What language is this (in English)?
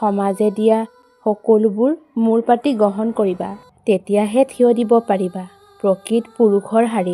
Assamese